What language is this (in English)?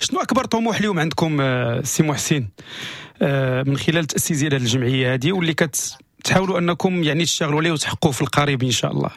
Moroccan Arabic